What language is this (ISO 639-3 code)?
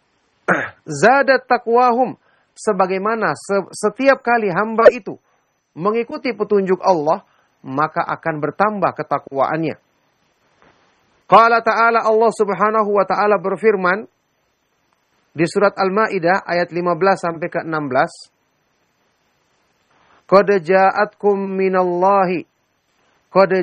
ind